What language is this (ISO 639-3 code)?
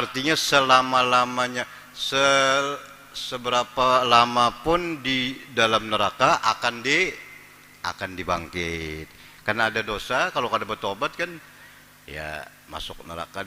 bjn